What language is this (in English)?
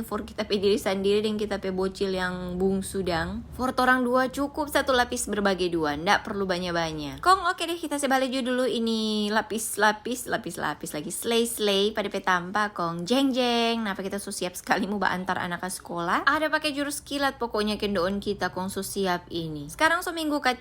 Manado Malay